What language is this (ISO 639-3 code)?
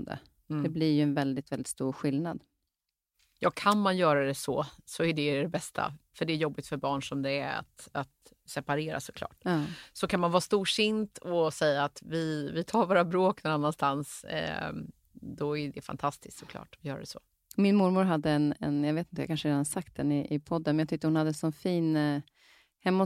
swe